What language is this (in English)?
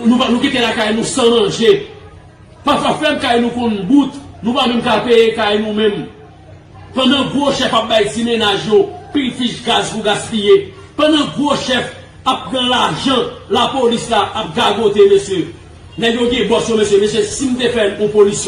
Haitian Creole